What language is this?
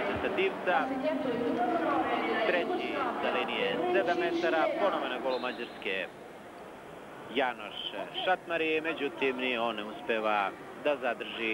Serbian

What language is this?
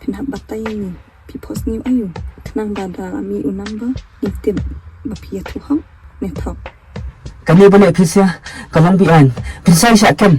Khasi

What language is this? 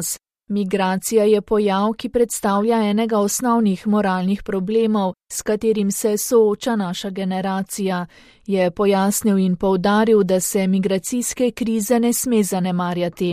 Slovenian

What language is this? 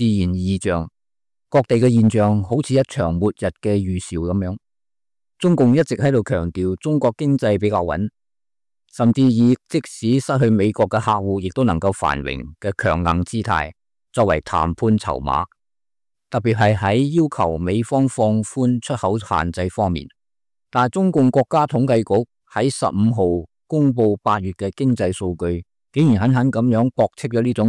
Cantonese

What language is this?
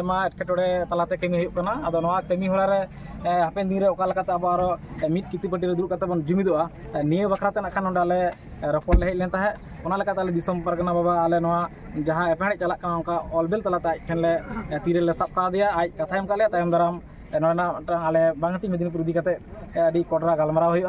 Santali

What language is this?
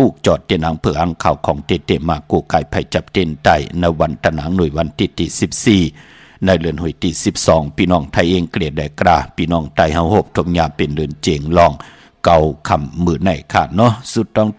Shan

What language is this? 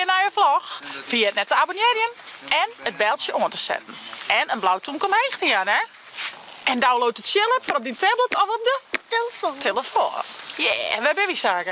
Western Frisian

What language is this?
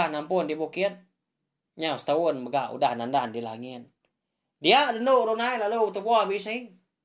Iban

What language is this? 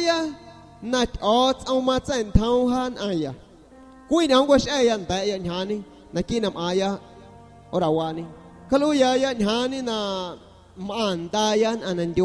San Pedro Amuzgos Amuzgo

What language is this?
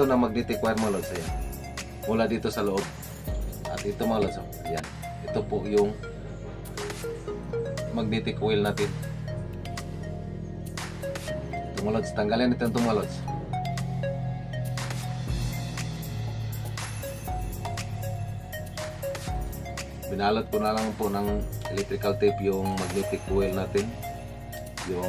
Filipino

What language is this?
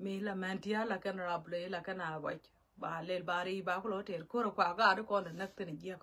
Nuer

